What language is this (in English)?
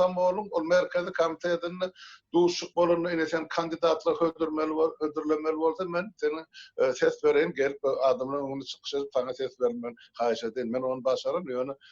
Turkmen